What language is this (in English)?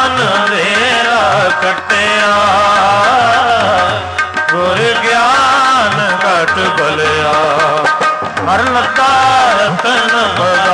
Punjabi